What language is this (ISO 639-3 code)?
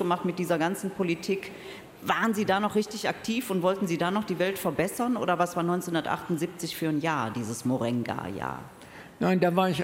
deu